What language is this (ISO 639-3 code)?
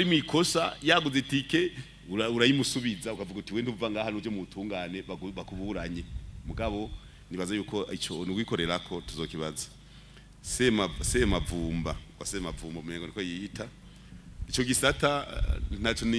run